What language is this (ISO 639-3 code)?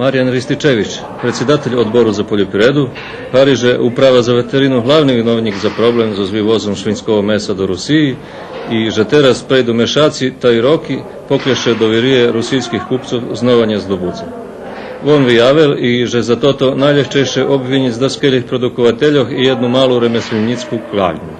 rue